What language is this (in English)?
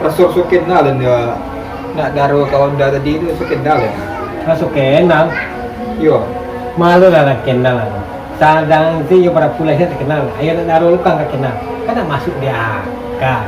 Minangkabau